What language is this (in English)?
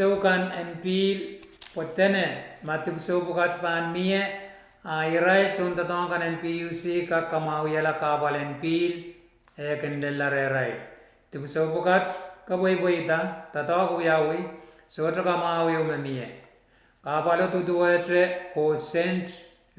Pohnpeian